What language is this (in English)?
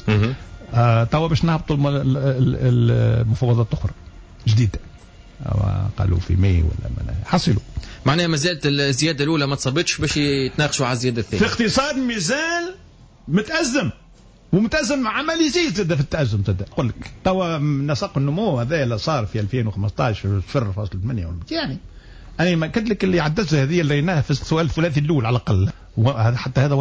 Tunisian Arabic